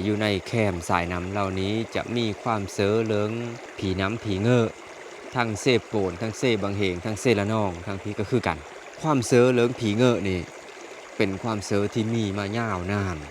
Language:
Lao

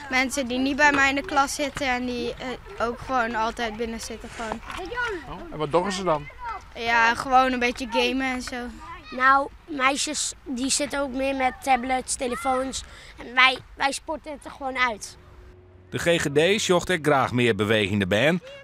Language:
Western Frisian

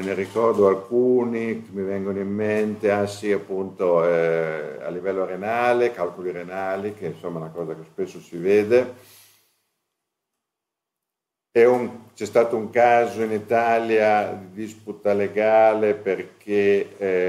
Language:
Italian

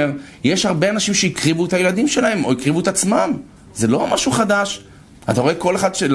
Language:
Hebrew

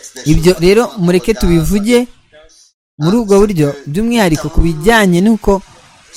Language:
Kinyarwanda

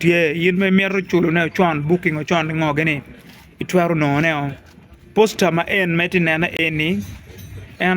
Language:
Acoli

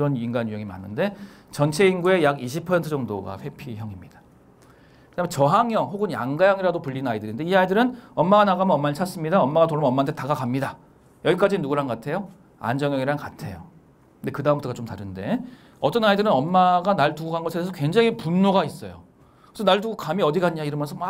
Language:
Korean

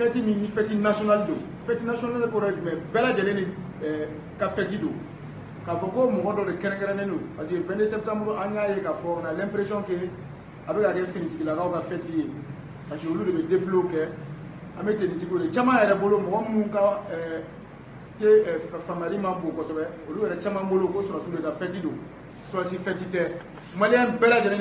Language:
Bambara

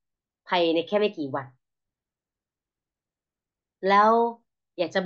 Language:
Thai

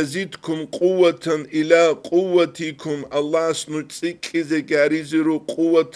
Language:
Avaric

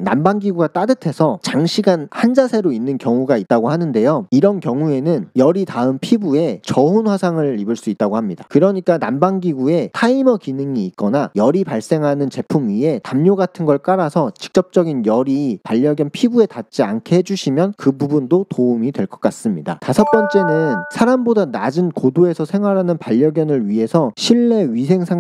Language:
Korean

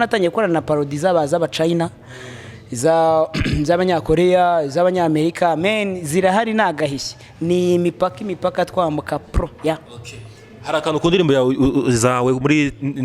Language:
Kinyarwanda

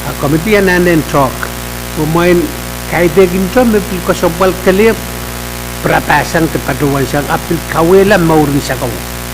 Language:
Pohnpeian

